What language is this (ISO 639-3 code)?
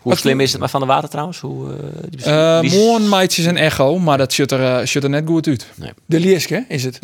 fry